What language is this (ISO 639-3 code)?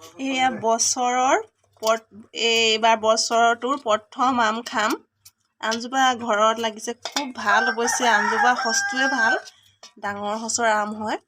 asm